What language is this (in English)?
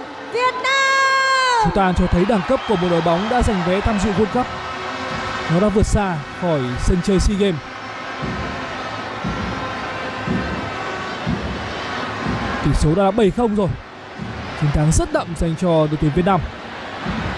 Vietnamese